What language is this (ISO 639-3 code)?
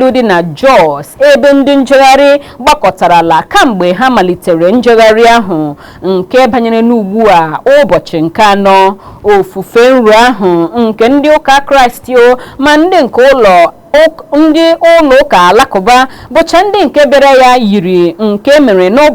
ibo